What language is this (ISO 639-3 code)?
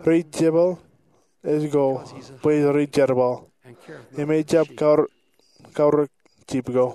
mah